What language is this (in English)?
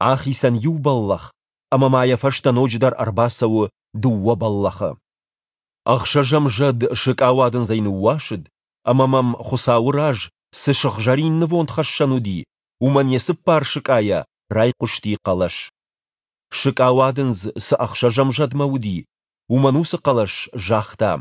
Ossetic